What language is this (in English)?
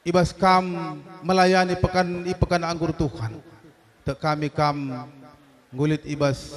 Batak Karo